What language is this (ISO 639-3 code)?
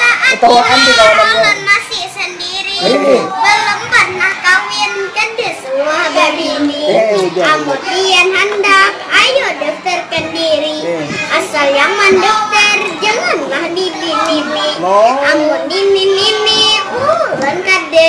bjn